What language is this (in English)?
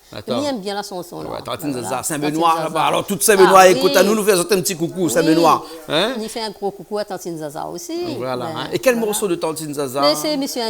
Réunion Creole French